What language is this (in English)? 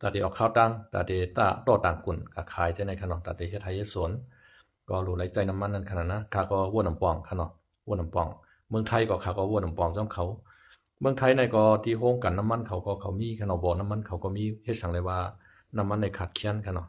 Shan